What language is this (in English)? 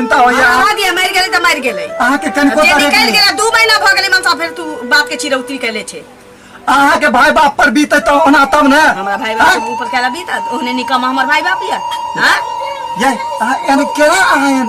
Maithili